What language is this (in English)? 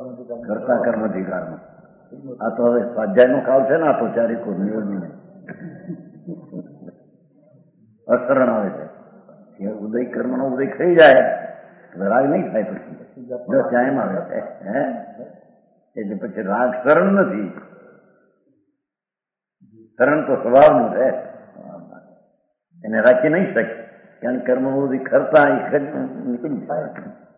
Gujarati